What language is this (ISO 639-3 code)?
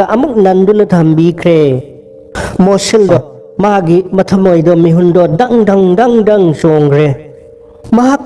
mni